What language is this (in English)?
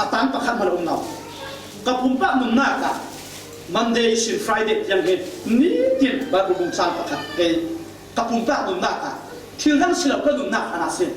Falam Chin